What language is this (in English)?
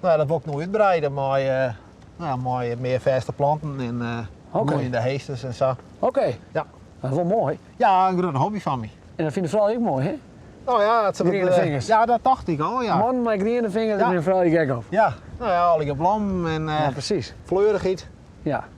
Western Frisian